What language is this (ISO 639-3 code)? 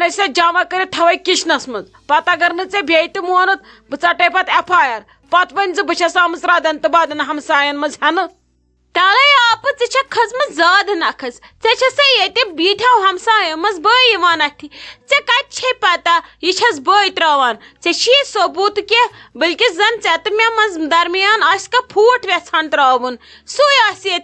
kas